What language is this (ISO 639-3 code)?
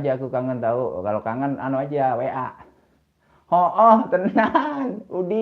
bew